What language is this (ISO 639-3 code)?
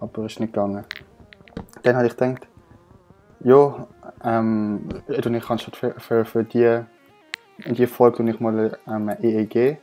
gsw